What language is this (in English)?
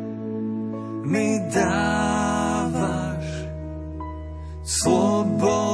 Slovak